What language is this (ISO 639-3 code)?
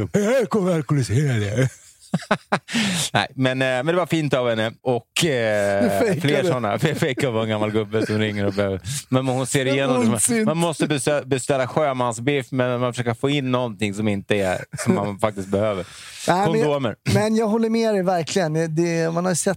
swe